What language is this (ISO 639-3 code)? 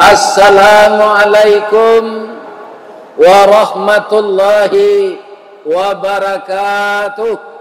min